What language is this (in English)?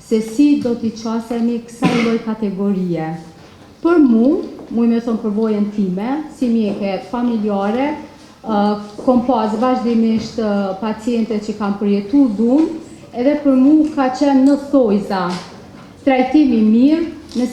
Albanian